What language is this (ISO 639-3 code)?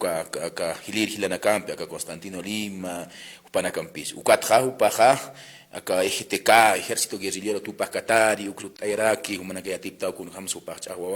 aym